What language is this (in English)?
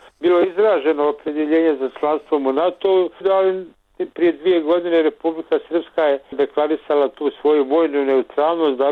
Bosnian